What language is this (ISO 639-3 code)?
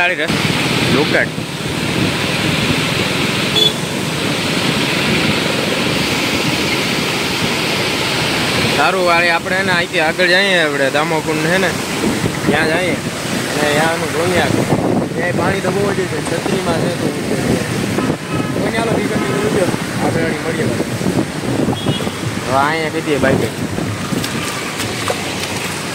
guj